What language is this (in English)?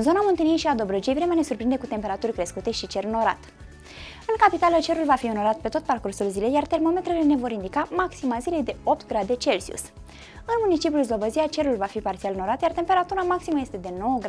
Romanian